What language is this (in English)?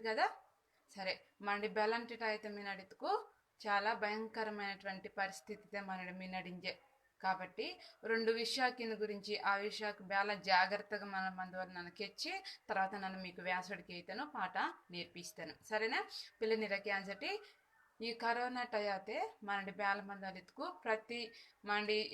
Koya